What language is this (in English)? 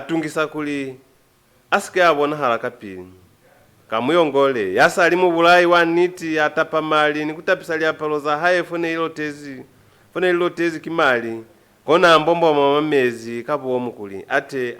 Lozi